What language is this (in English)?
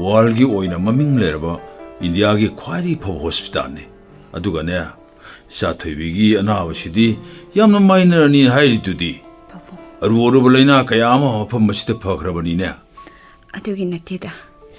Manipuri